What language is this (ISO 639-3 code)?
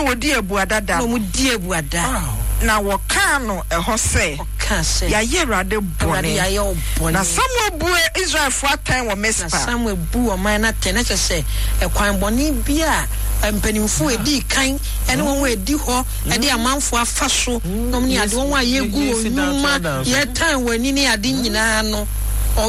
aka